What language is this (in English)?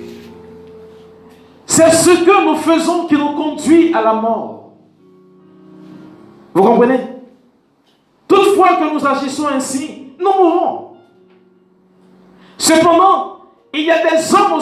French